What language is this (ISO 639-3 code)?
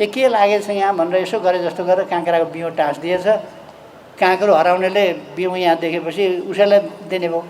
nep